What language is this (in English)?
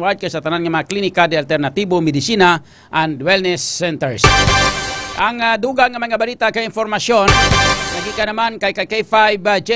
Hiligaynon